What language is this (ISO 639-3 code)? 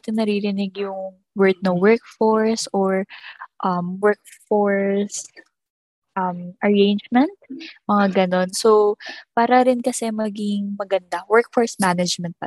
fil